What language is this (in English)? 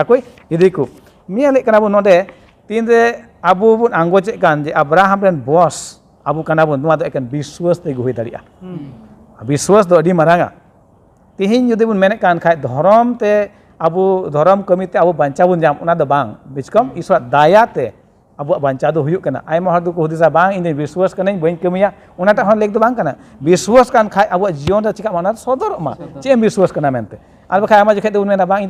Santali